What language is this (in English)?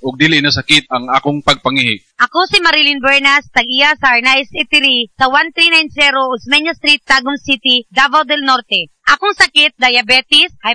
Cebuano